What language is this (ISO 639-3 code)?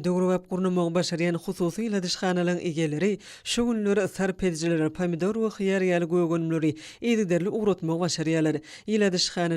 tuk